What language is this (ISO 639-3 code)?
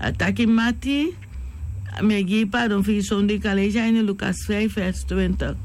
srn